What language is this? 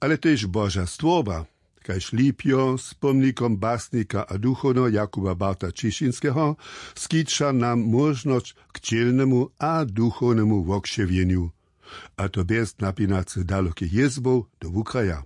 Upper Sorbian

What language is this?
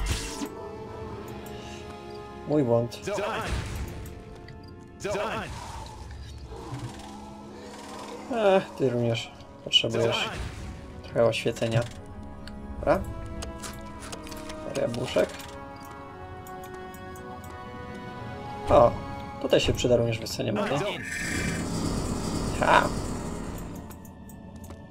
Polish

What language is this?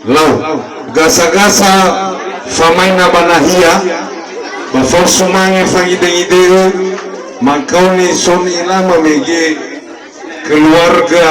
Nias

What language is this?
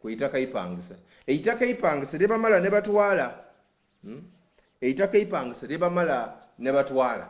Soga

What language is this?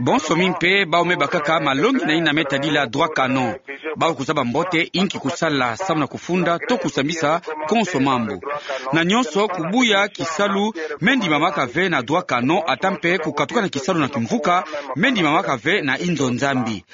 Kituba (Democratic Republic of Congo)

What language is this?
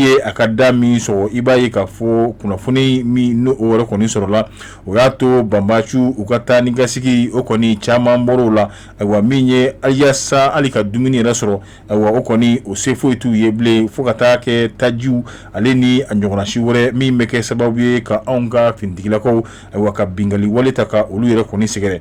Bambara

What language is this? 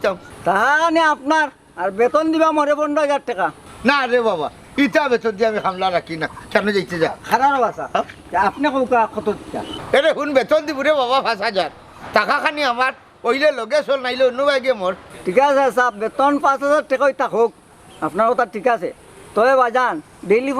Sylheti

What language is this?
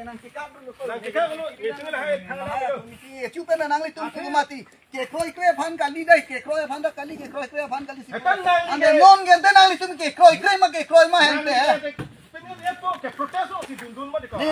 Karbi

